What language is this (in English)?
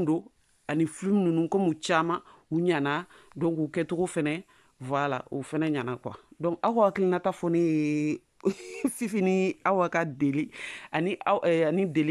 Bambara